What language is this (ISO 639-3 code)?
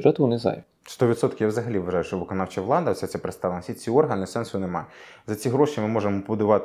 ukr